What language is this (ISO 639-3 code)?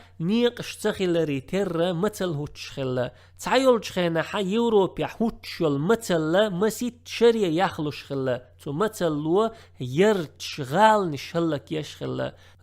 che